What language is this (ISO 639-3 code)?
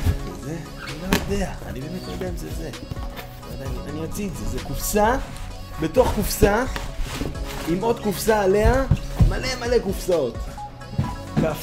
heb